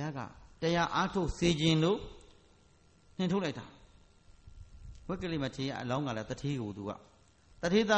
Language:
Burmese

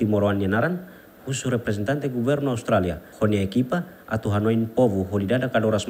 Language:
Tetum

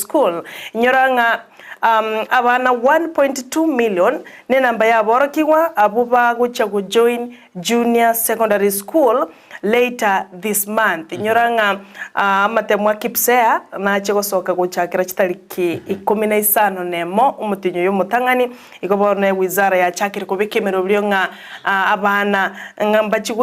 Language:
Gusii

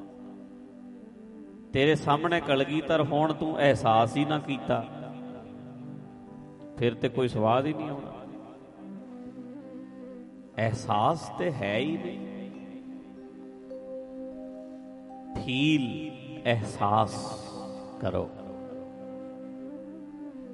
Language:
Punjabi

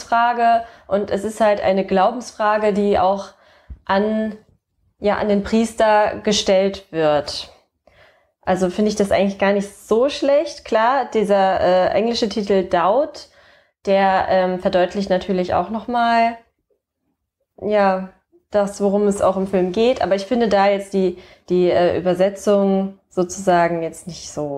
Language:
German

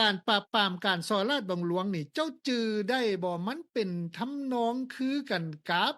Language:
Lao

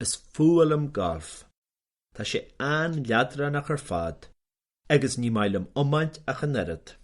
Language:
Irish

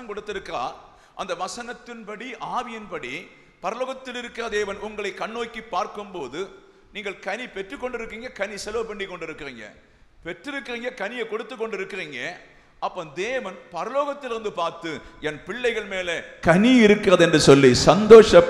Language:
Tamil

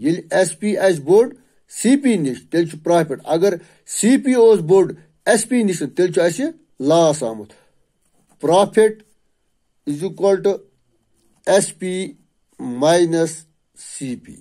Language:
Kashmiri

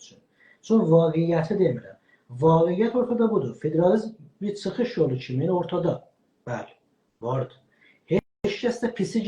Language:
South Azerbaijani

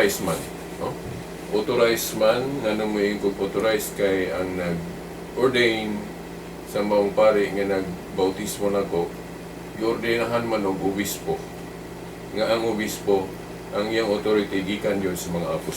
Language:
Cebuano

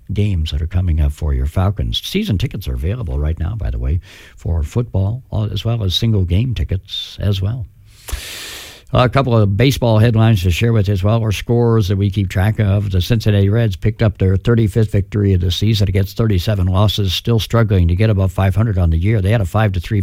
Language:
English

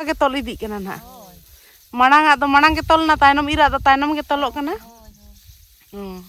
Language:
Santali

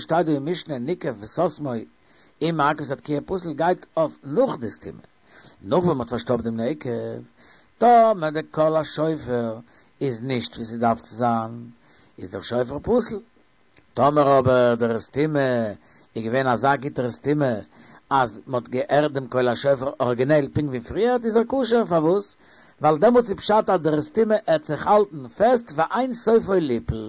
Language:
Yiddish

